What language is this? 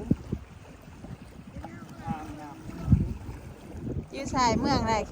Lao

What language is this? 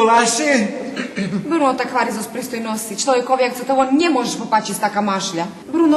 Rusyn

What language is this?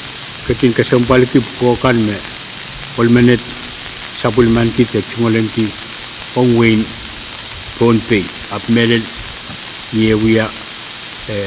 Pohnpeian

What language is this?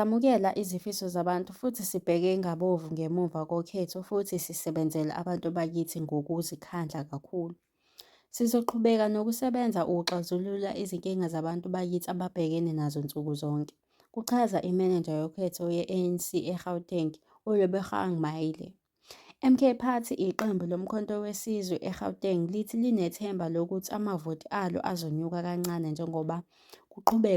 Zulu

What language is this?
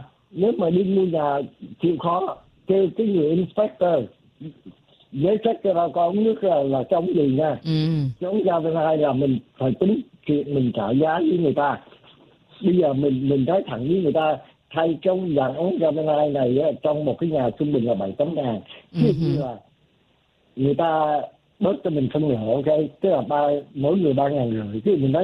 Vietnamese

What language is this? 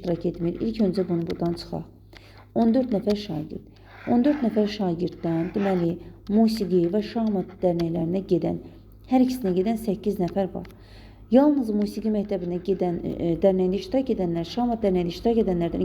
Azerbaijani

